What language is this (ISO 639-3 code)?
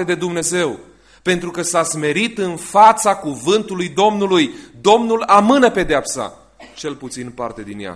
ron